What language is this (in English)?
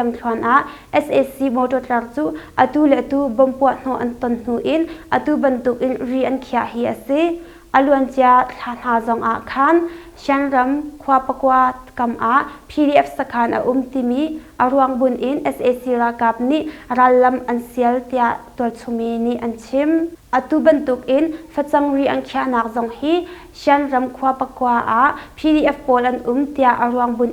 Hakha Chin